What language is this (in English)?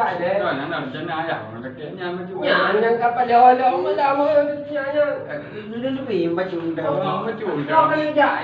Achinese